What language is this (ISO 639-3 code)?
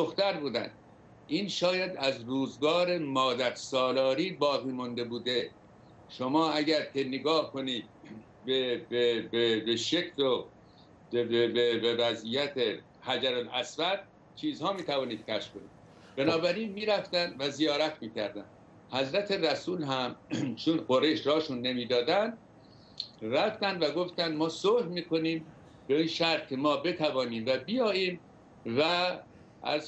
fas